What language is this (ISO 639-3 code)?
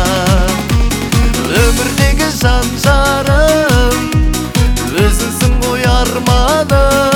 kaz